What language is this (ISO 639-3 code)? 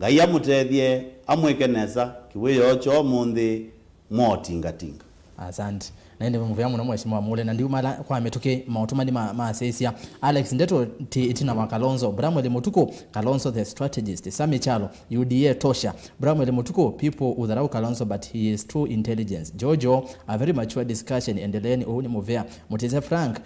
kam